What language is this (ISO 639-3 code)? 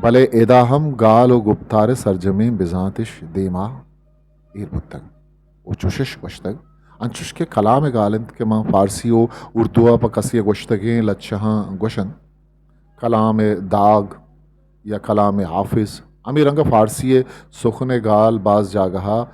bgp